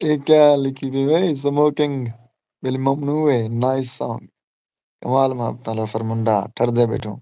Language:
Saraiki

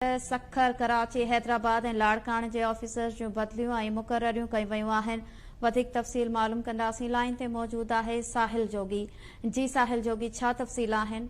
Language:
Sindhi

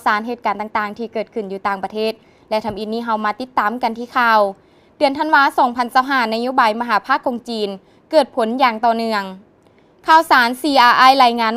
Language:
Lao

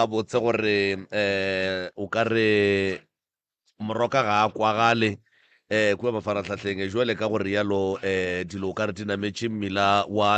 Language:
Northern Sotho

